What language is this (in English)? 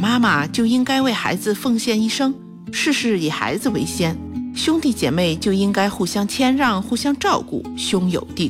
Chinese